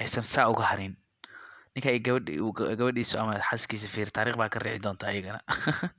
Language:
Somali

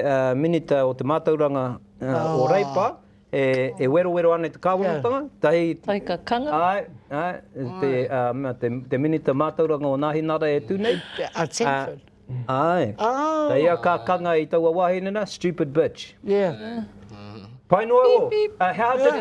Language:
Māori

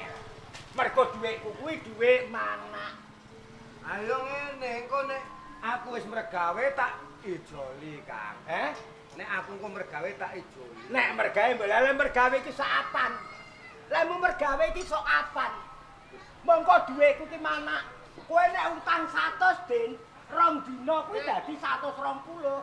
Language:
Javanese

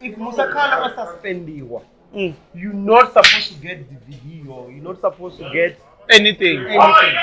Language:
Venda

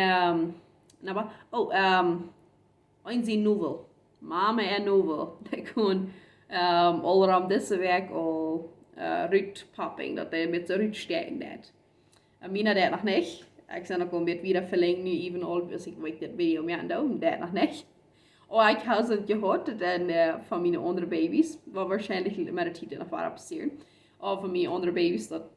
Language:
Plautdietsch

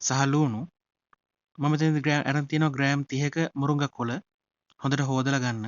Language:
Sinhala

